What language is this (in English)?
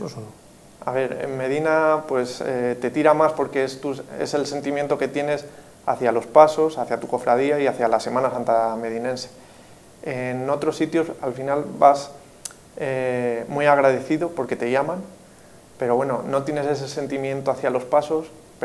Spanish